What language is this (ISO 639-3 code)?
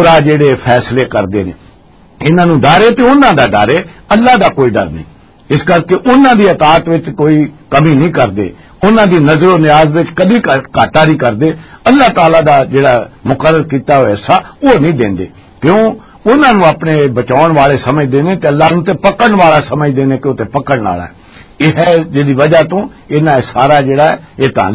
lah